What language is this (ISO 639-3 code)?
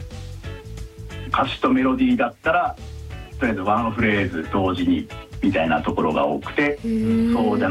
jpn